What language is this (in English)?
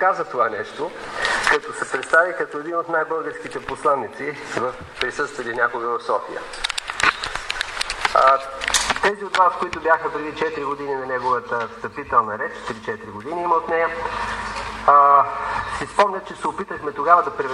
Bulgarian